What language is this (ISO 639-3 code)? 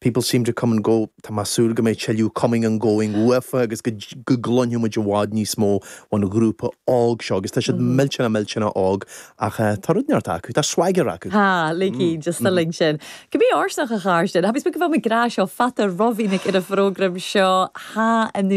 gle